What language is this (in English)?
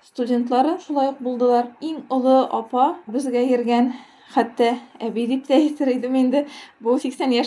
Tatar